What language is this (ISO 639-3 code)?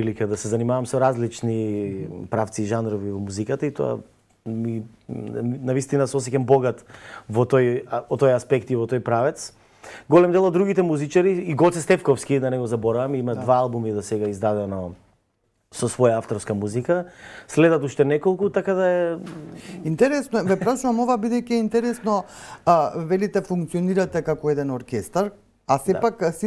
mkd